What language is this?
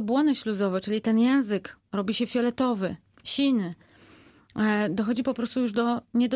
Polish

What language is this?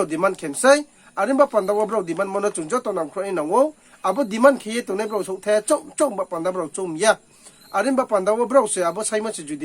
Riang (India)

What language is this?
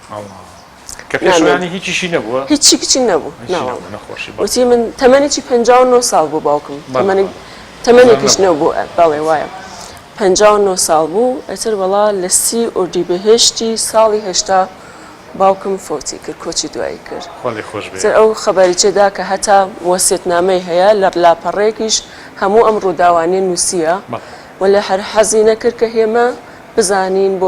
Central Kurdish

